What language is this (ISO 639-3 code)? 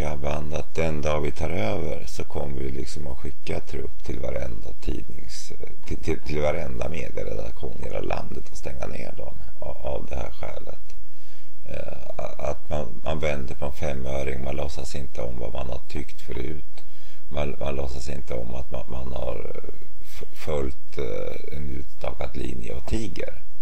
swe